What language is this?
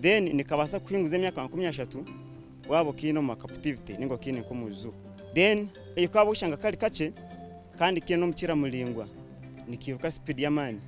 Nyankole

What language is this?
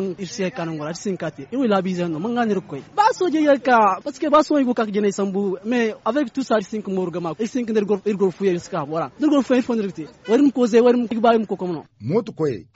Zarma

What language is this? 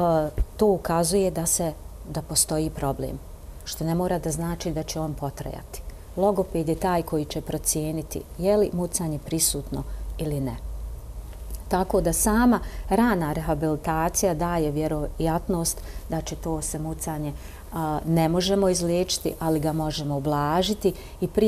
Bosnian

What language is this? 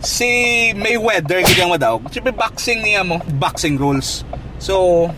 Hiligaynon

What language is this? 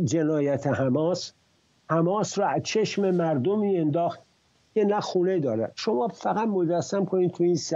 Persian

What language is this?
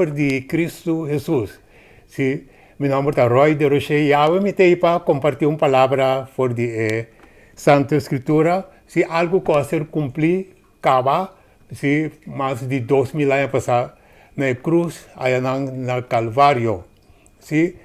Papiamento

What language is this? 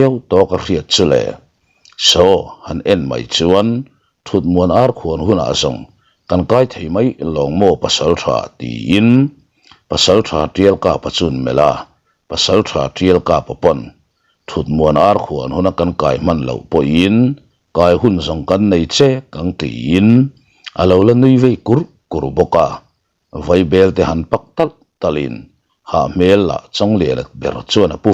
Mizo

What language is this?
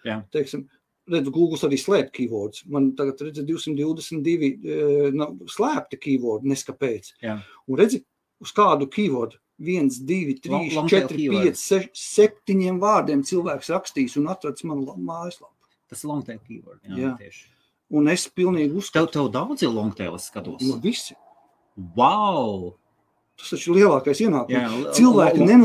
Latvian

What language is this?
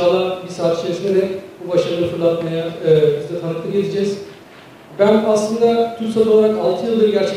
Turkish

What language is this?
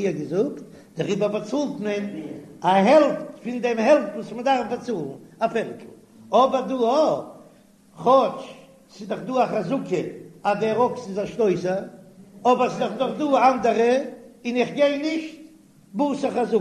Yiddish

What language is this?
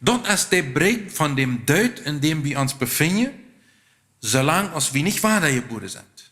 Plautdietsch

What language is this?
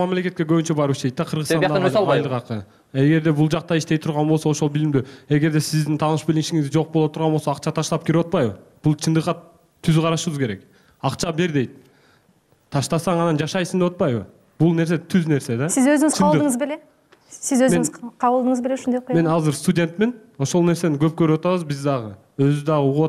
Kyrgyz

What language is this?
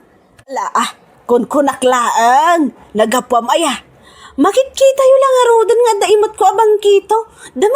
Iloko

